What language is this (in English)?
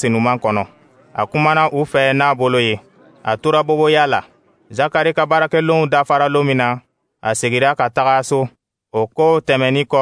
Dyula